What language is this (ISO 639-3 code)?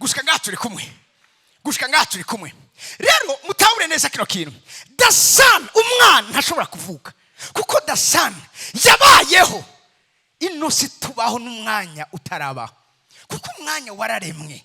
run